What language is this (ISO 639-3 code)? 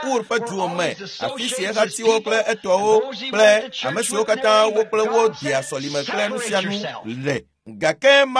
ewe